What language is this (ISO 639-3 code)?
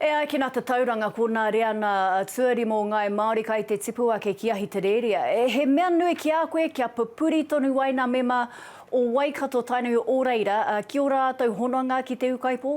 mri